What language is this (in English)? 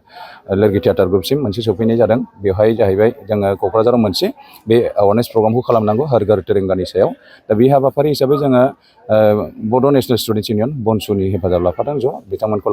Bodo